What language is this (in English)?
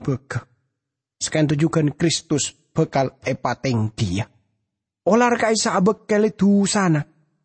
Madurese